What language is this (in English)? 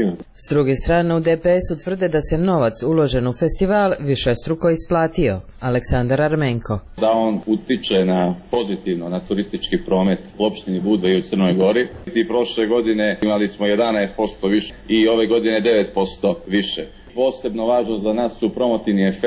Serbian